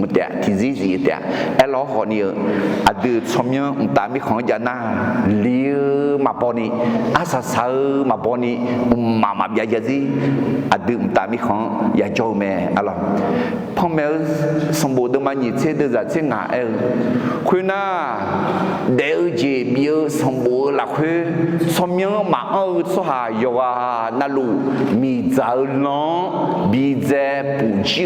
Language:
Akha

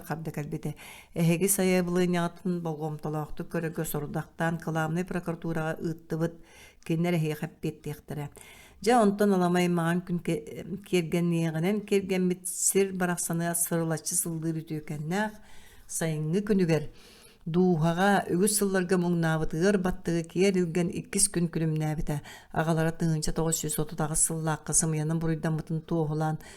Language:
Yakut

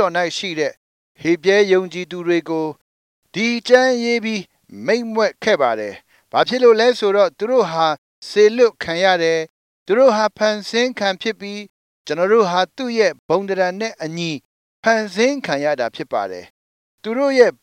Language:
Burmese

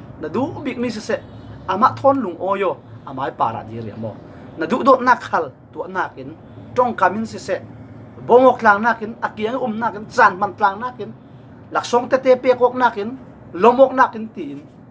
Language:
Falam Chin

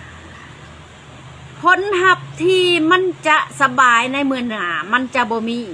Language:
Lao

